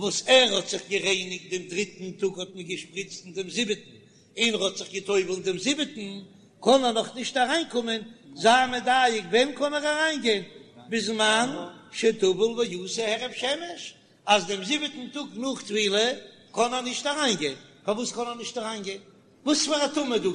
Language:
Yiddish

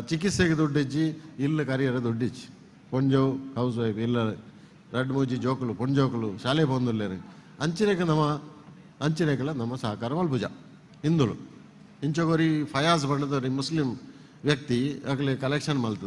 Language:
Tulu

